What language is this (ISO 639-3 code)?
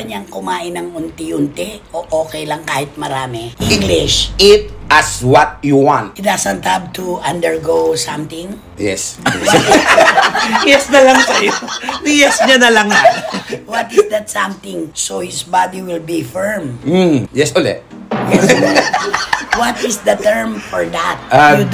fil